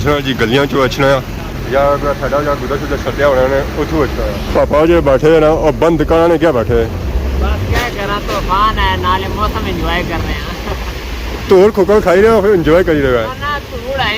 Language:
Pahari-Potwari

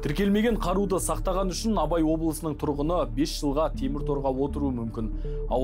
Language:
Kazakh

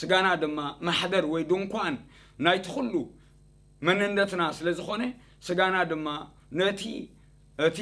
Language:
Tigrinya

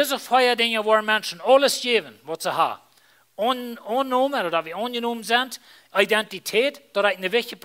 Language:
Plautdietsch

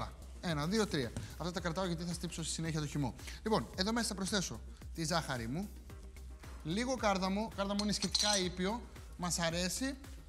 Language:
Greek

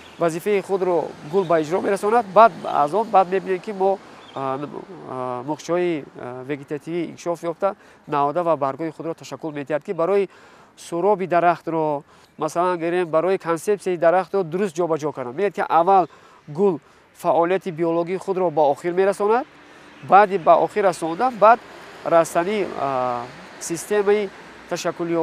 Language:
Tajik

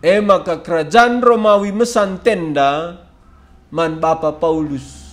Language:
Batak Karo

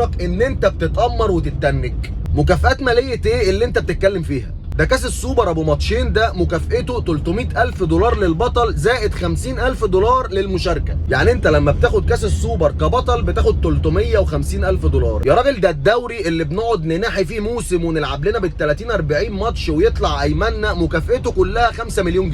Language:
Egyptian Arabic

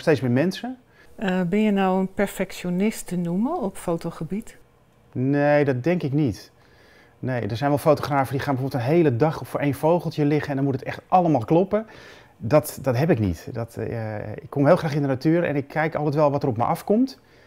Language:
Dutch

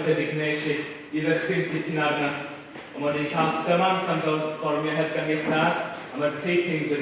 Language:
Welsh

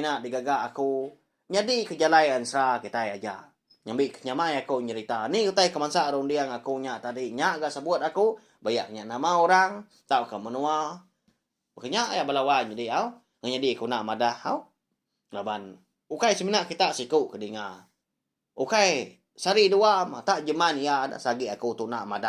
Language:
Iban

